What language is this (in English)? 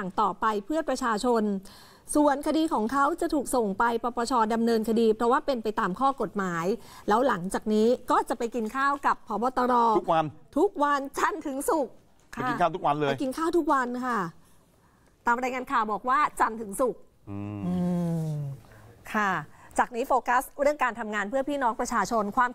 Thai